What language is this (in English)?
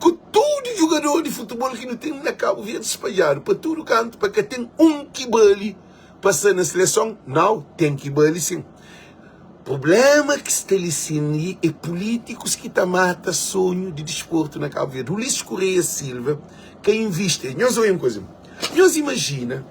Kabuverdianu